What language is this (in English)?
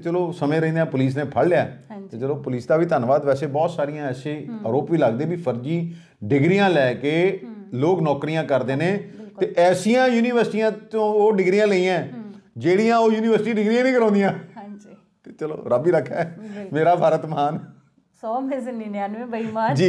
Punjabi